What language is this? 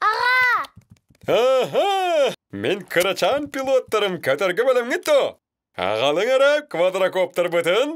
Yakut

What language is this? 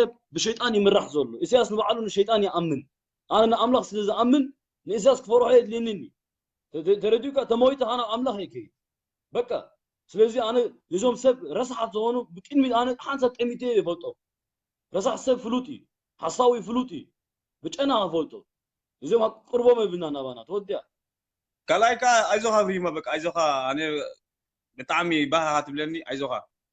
Tigrinya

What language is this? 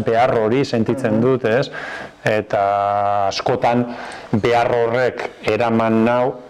Basque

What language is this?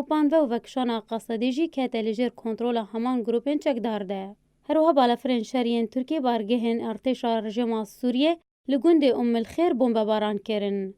Kurdish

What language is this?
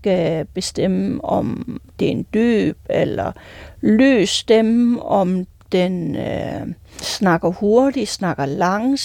Danish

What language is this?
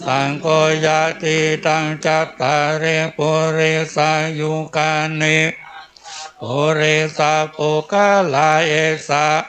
Pali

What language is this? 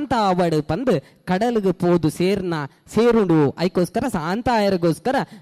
Tulu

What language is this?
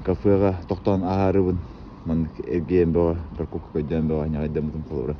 Yakut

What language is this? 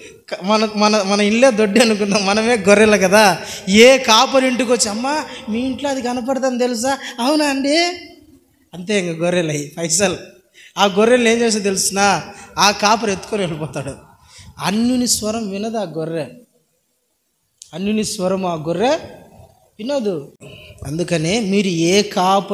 Telugu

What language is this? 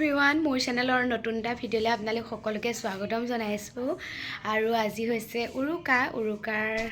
Assamese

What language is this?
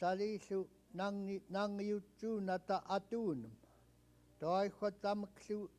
Central Yupik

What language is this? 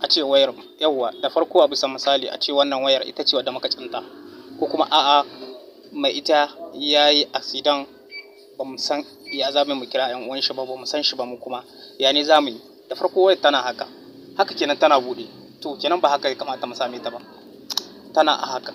Hausa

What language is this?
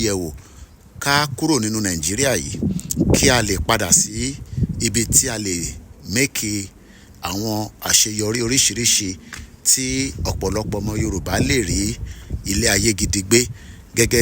Yoruba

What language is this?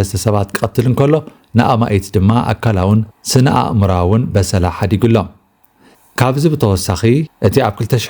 Tigrinya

